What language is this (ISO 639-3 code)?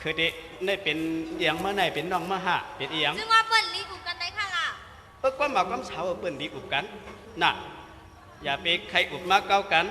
shn